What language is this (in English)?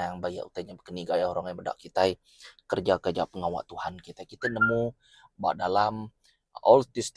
Iban